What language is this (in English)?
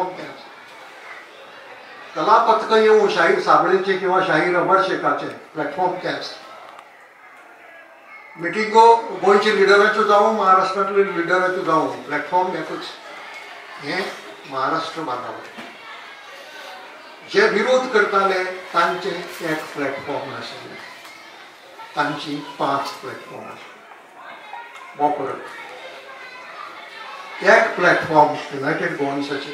Konkani